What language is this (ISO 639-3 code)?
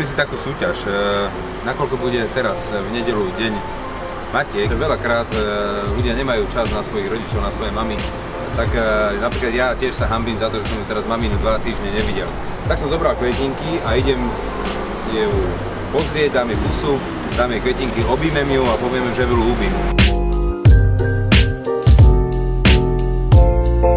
slk